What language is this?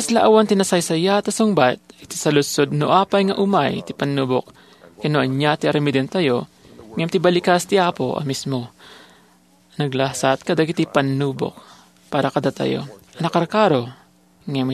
Iloko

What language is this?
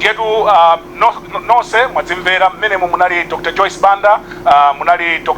Nyanja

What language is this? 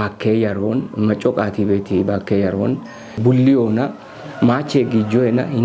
Kafa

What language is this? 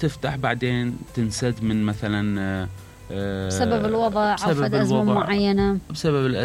Mesopotamian Arabic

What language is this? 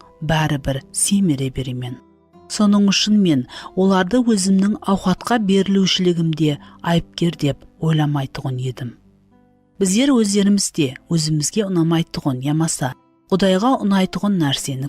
Kara-Kalpak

